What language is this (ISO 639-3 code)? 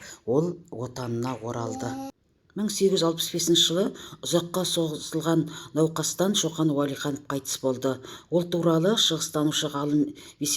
kaz